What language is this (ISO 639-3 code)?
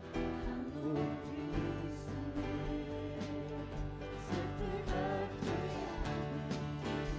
fao